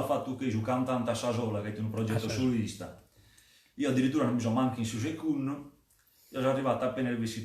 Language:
Sardinian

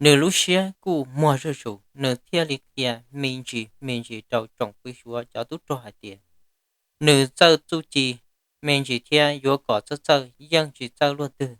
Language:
Hmong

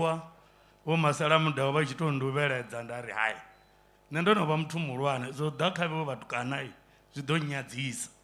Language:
Venda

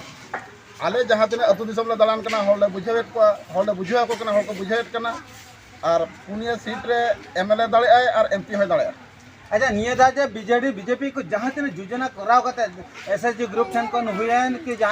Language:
Santali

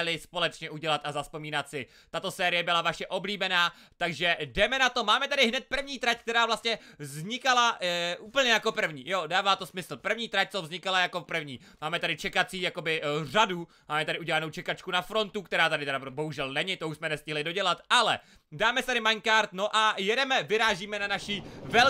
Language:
Czech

